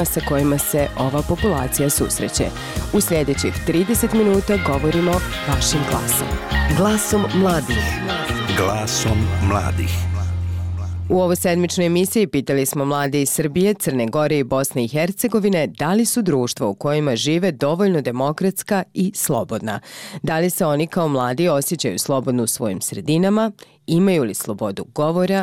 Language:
Bosnian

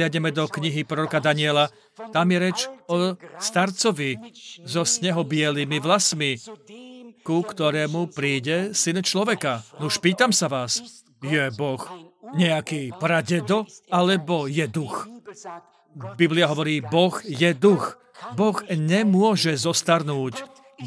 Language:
Slovak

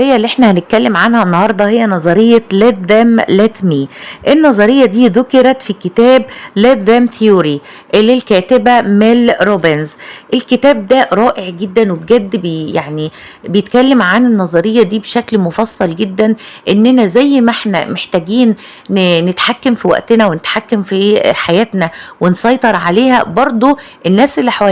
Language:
Egyptian Arabic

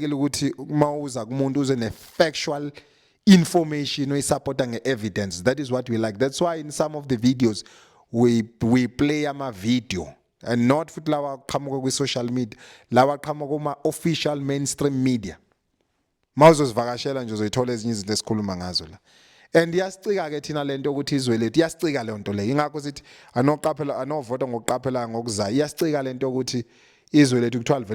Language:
Zulu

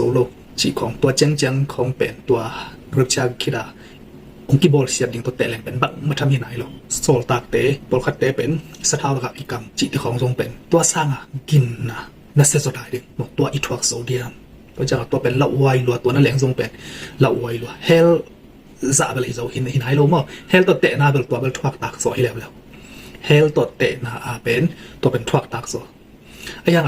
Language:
Tedim Chin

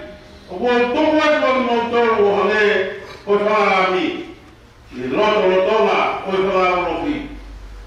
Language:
Tongan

